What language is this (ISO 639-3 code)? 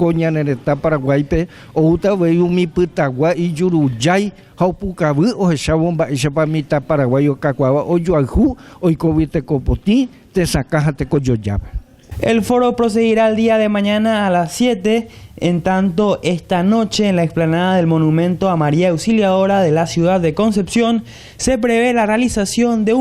grn